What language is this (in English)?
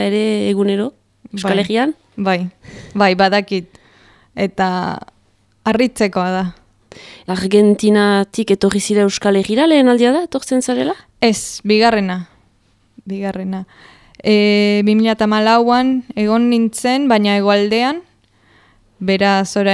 Basque